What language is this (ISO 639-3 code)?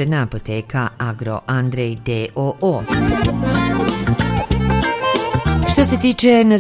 srp